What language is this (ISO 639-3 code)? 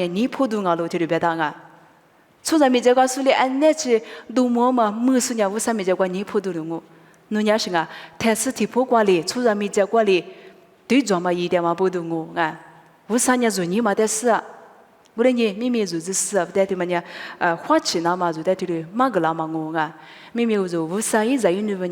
lis